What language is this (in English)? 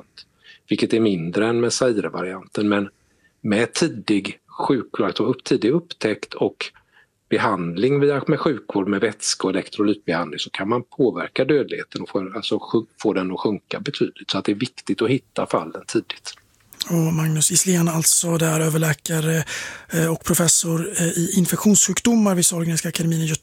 Swedish